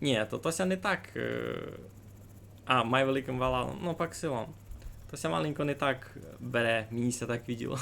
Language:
Rusyn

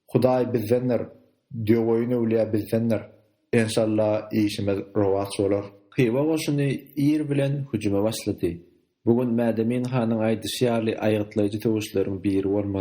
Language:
Turkmen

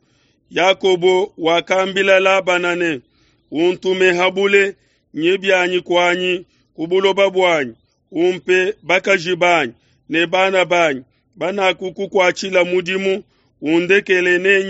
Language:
Luba-Lulua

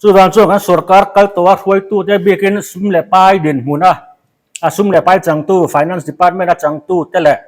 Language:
Mizo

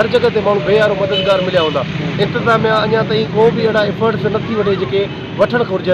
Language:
Sindhi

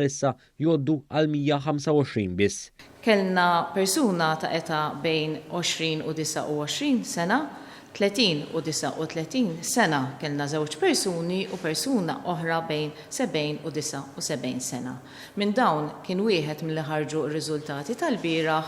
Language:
Maltese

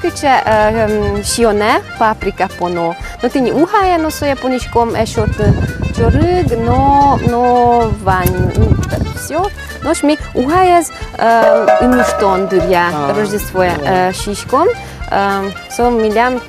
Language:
Udmurt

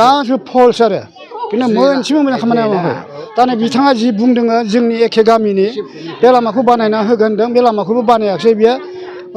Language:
Bodo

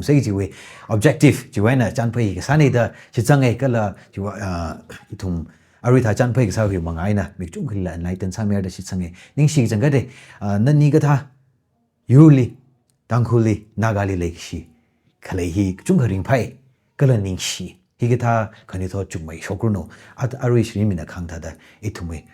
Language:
Tangkhul Naga (India)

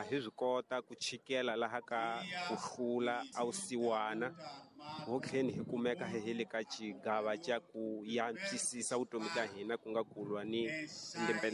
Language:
Tsonga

